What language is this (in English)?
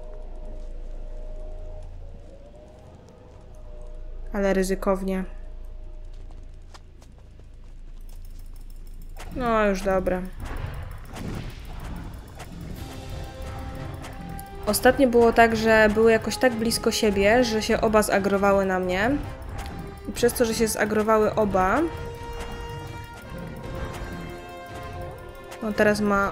Polish